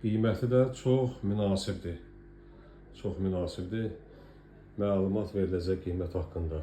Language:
Azerbaijani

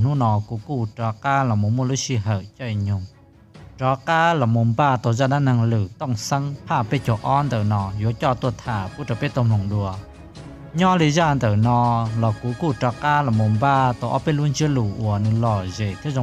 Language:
Hmong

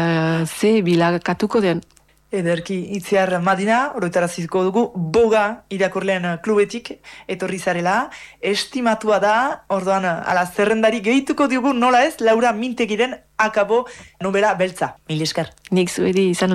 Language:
Basque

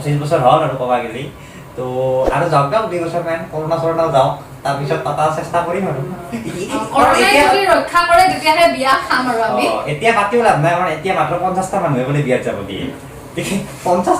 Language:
Assamese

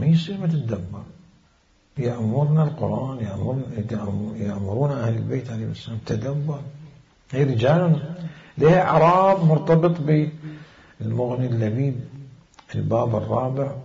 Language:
Mesopotamian Arabic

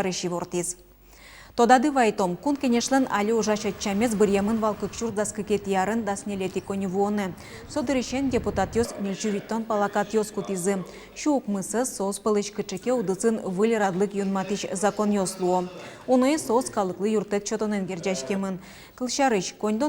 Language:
Udmurt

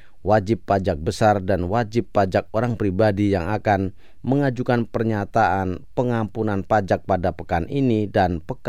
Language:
Indonesian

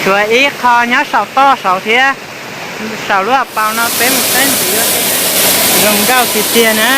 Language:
Hmong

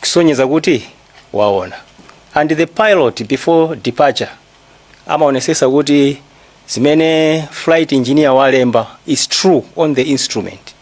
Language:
Nyanja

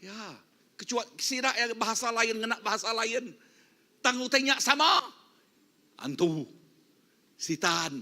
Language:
Iban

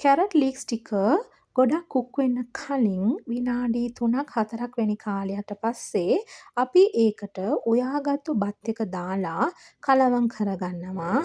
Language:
Sinhala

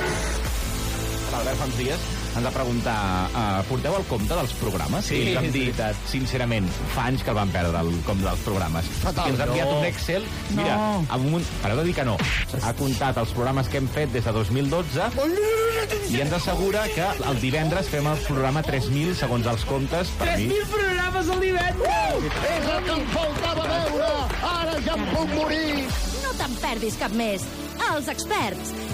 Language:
Catalan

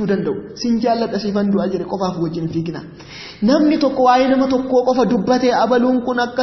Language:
Oromo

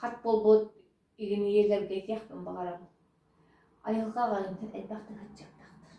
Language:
Yakut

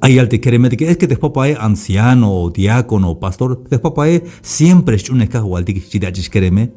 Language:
Tzeltal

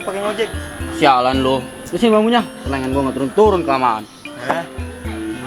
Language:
Betawi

